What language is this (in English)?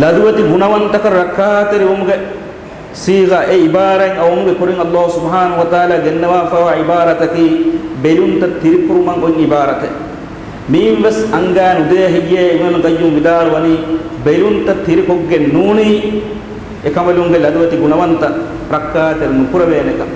Divehi